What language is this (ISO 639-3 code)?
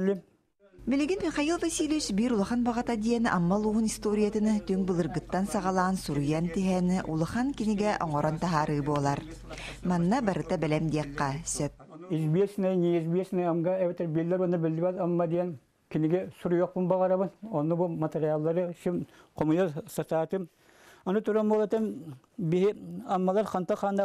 sah